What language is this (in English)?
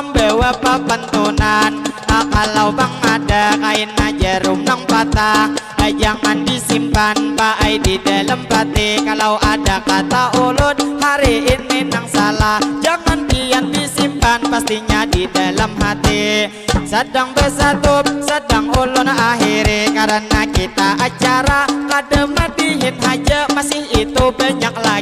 Banjar